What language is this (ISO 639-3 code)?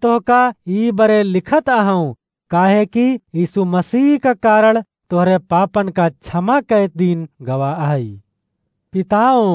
awa